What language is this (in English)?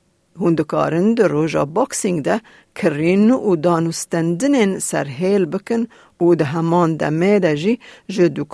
Kurdish